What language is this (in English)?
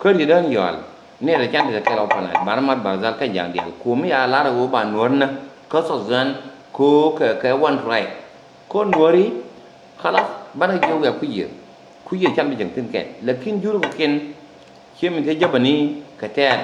Nuer